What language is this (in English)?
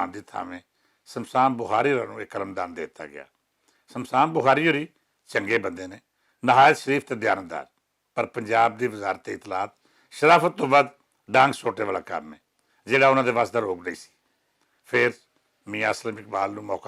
Western Panjabi